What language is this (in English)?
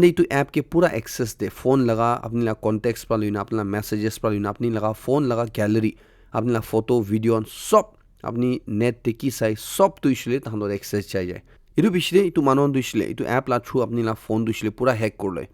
Naga Pidgin